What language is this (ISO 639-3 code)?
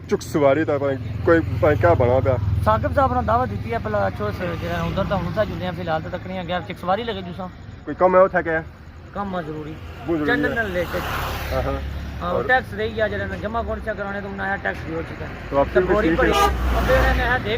phr